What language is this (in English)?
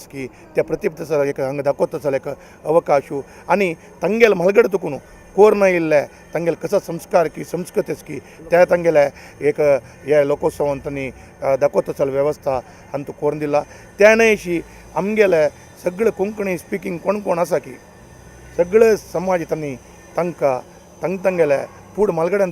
Konkani